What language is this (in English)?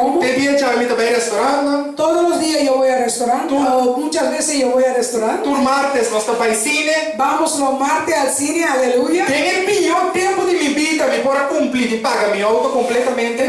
Papiamento